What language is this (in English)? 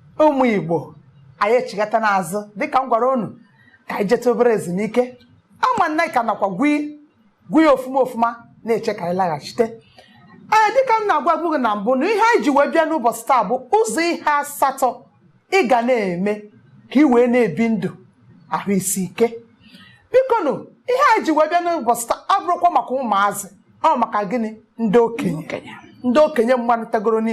Igbo